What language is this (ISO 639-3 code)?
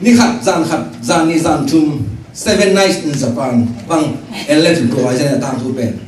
ctd